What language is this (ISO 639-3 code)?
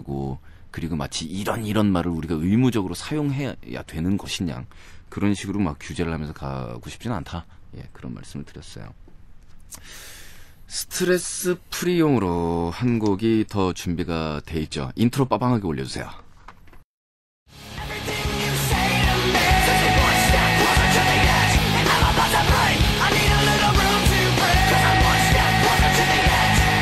kor